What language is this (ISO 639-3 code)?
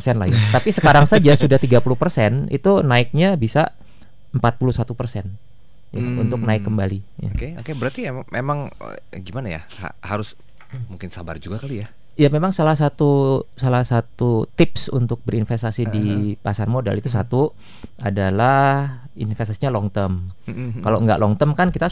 ind